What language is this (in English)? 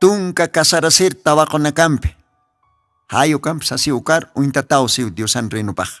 Aymara